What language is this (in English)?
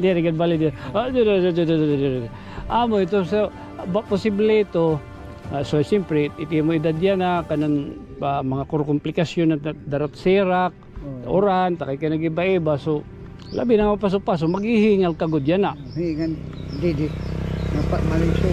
Waray